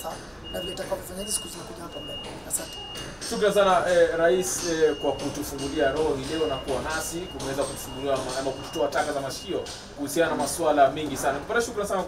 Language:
Swahili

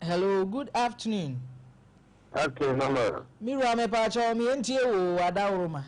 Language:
Akan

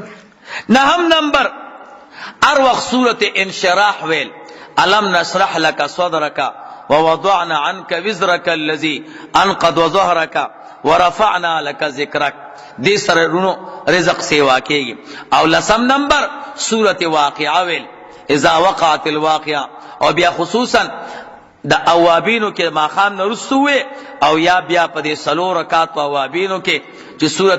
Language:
Pashto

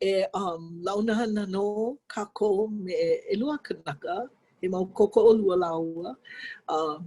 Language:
Hawaiian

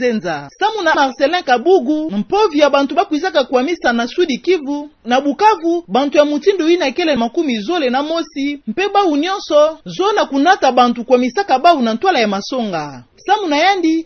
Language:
Kituba (Democratic Republic of Congo)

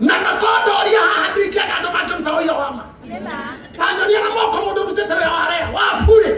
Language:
Kikuyu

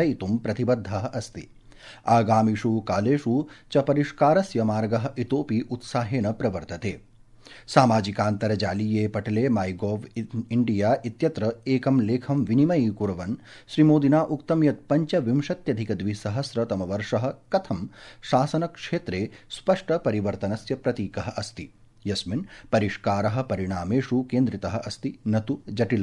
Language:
Sanskrit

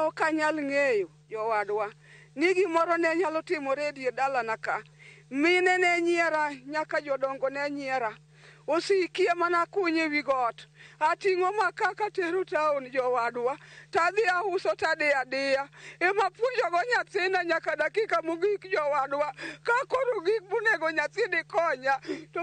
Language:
Luo (Kenya and Tanzania)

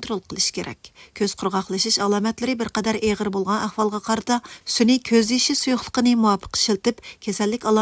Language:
Uyghur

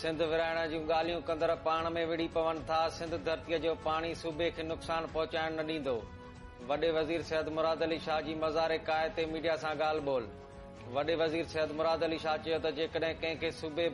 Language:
Sindhi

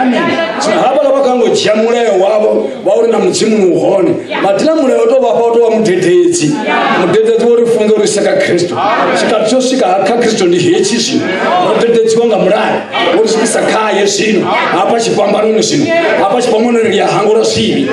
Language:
Venda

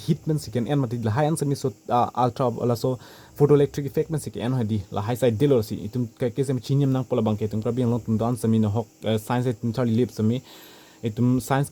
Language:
Karbi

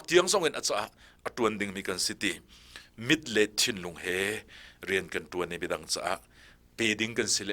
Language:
Hakha Chin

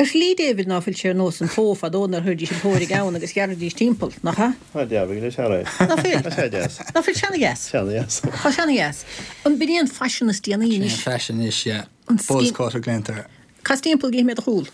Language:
Irish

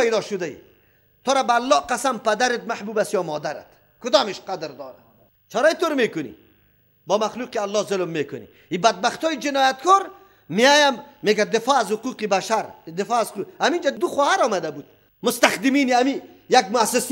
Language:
Persian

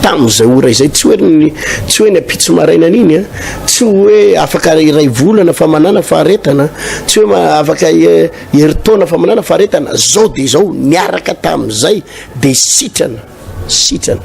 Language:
Malagasy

